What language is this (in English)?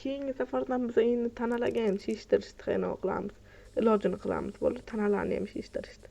Uzbek